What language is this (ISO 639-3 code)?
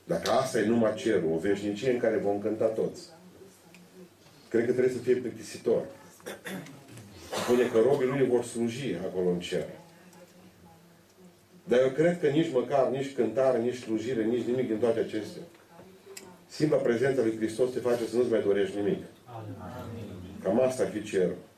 ron